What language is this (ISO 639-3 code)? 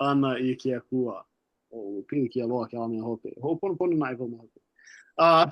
haw